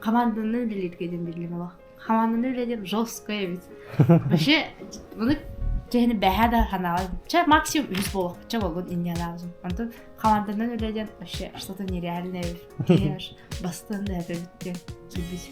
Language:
Yakut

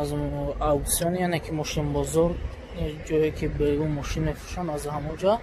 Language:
Tajik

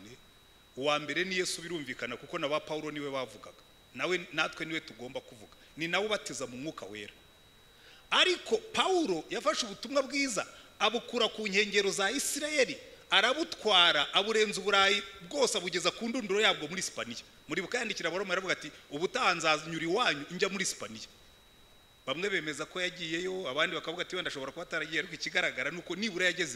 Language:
Kinyarwanda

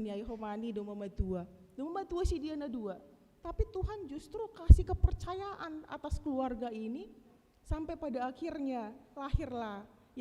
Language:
Batak Simalungun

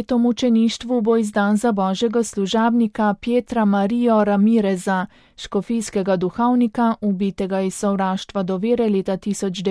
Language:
Slovenian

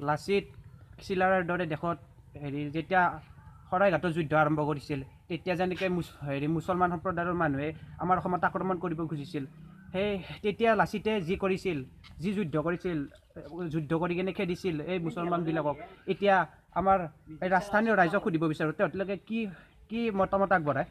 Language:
Assamese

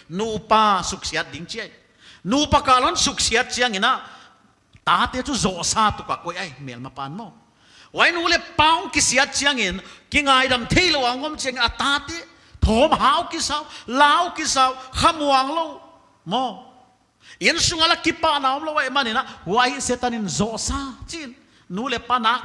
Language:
Paite Chin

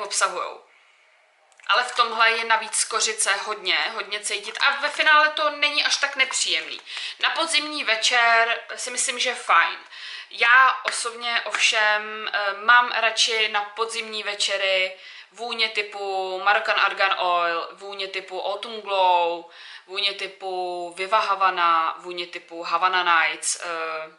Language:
Czech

